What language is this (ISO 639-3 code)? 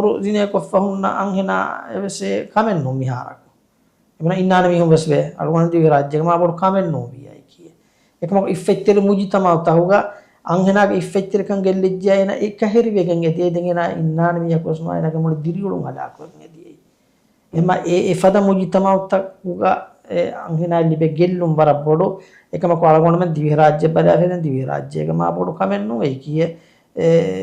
div